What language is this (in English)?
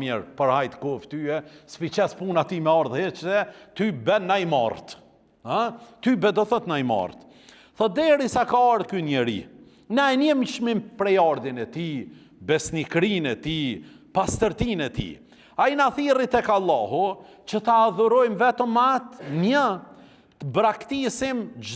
Albanian